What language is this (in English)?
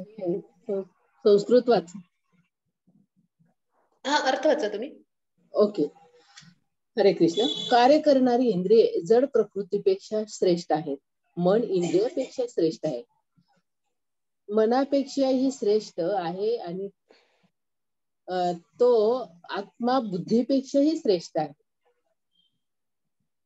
Marathi